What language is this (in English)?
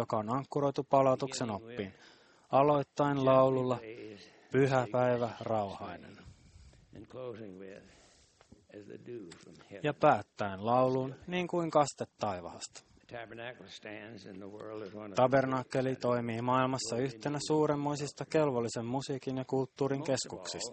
Finnish